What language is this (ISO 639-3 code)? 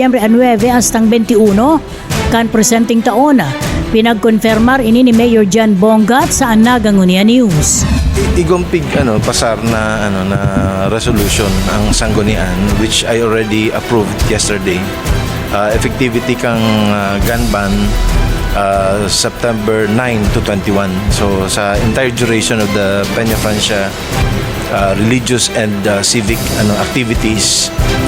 bik